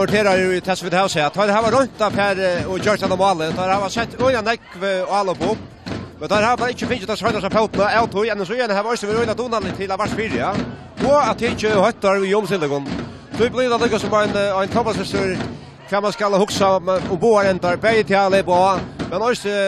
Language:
Faroese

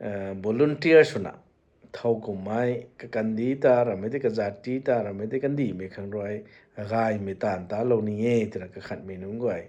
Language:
Rongmei Naga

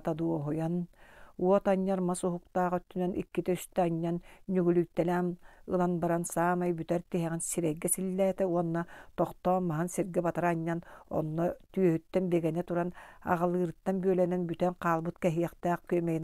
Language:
Yakut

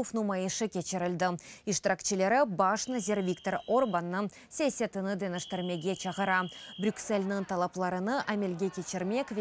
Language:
Crimean Tatar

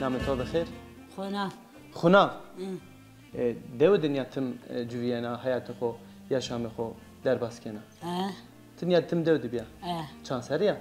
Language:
Zaza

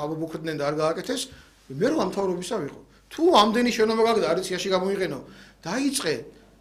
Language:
Georgian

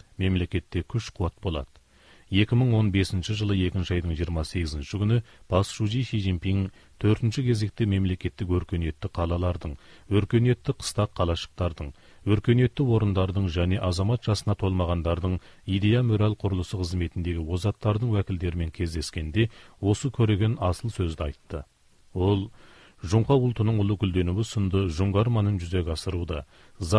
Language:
Kazakh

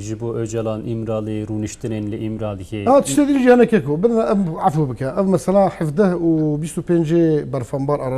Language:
Kurdish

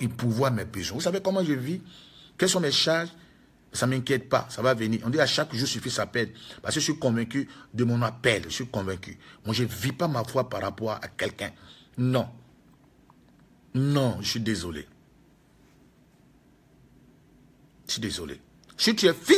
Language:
French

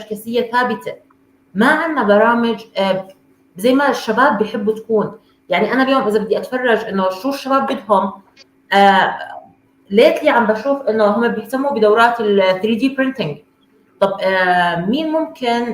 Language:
North Levantine Arabic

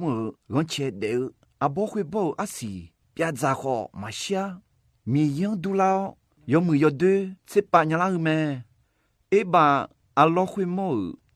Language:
Akha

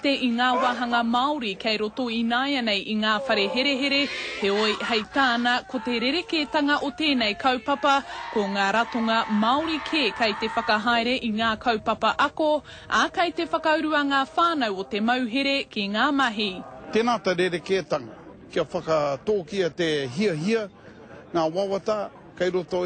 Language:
Māori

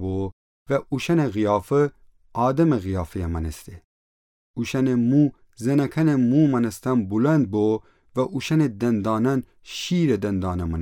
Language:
Gilaki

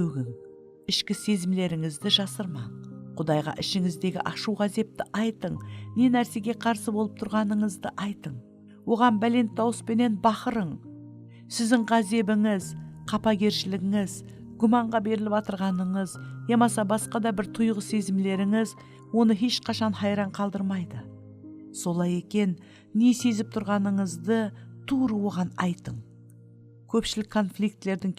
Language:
Kara-Kalpak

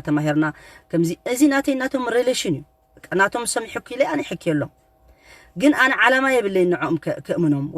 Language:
Tigrinya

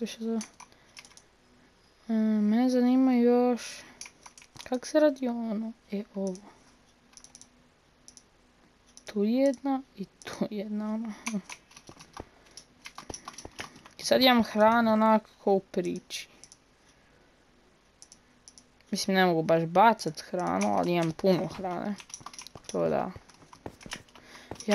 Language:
Croatian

